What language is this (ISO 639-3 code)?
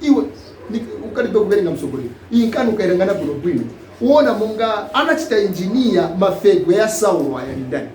nya